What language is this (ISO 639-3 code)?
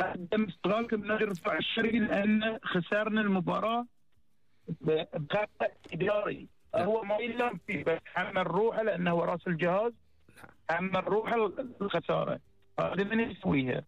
afb